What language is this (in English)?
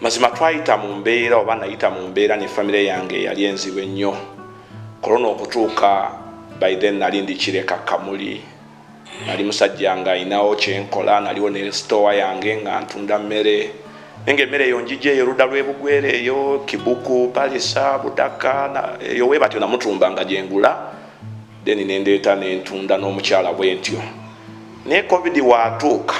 Ganda